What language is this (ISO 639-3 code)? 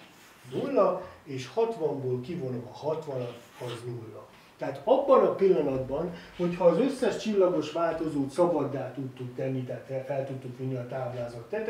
hun